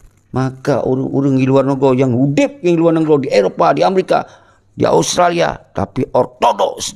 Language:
Achinese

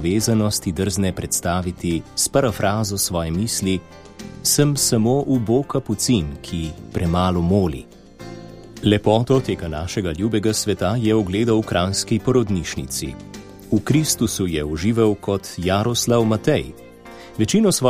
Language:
Slovenian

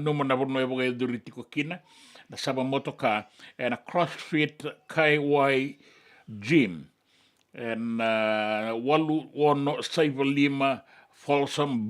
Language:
Fijian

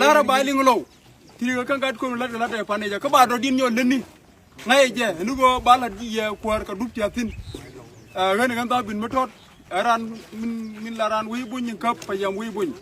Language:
Nuer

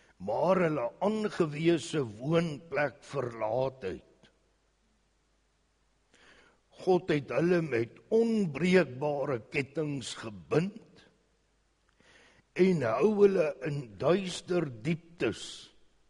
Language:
Afrikaans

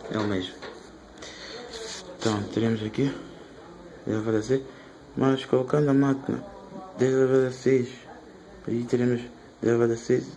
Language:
Portuguese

